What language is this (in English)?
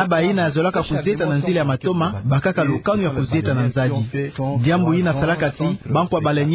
Kituba (Democratic Republic of Congo)